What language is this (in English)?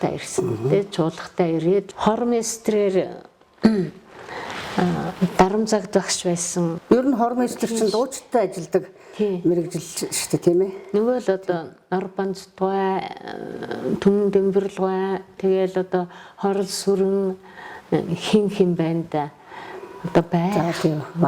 Mongolian